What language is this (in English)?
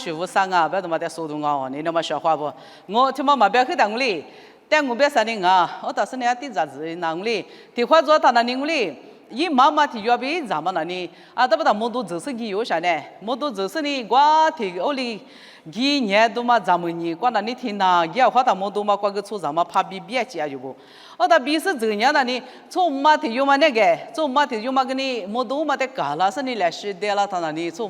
Lisu